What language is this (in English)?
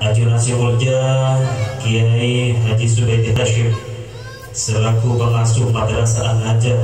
Madurese